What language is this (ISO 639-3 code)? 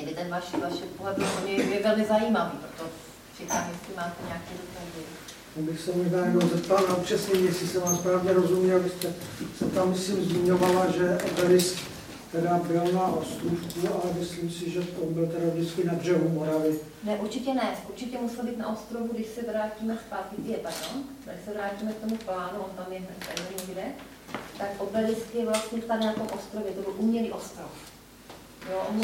ces